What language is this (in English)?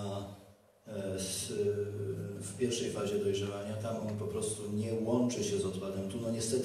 Polish